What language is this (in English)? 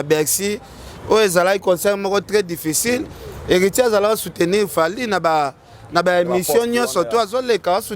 Lingala